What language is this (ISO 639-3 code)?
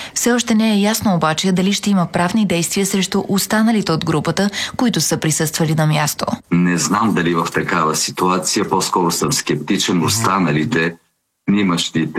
bul